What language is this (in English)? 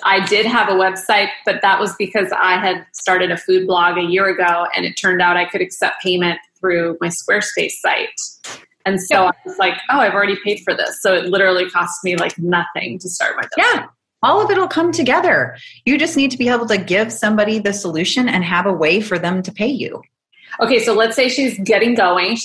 English